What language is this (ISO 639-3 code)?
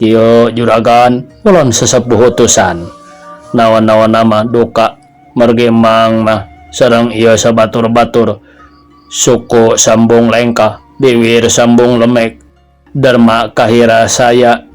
sun